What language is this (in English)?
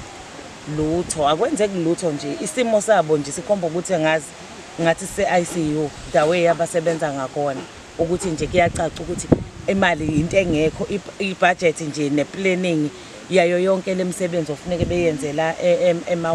Zulu